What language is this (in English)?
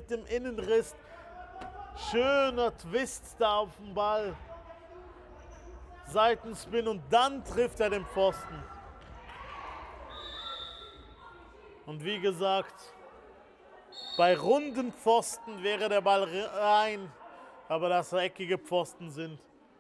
German